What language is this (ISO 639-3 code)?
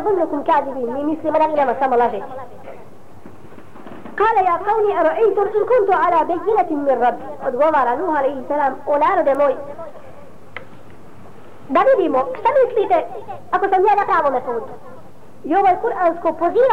bos